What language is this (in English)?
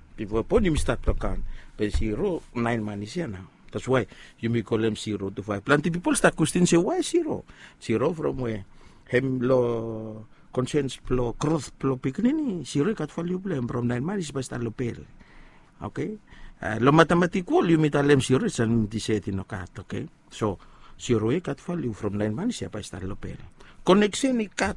Bislama